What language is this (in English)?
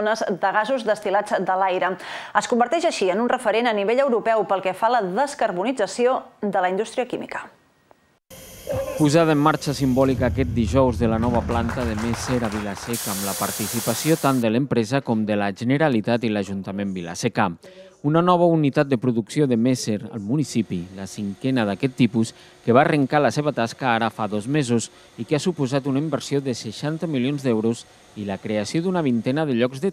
Catalan